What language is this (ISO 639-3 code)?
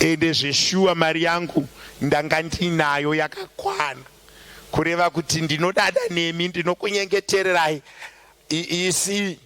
sna